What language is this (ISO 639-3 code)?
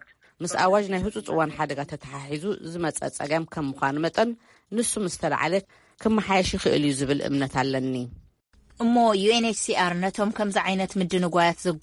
tir